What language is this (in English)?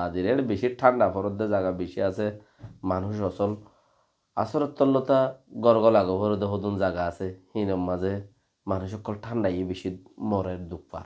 Rohingya